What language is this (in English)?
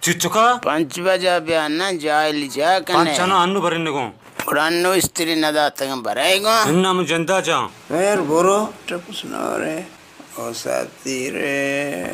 Baluchi